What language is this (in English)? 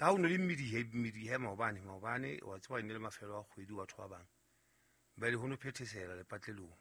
Southern Sotho